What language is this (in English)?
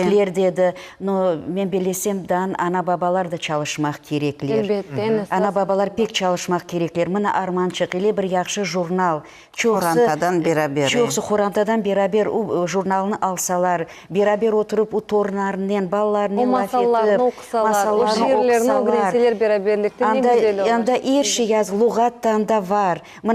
Crimean Tatar